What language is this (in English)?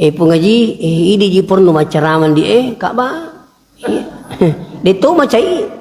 Buginese